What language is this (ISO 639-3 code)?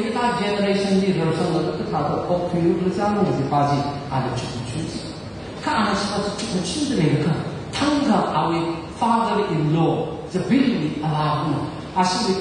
nmf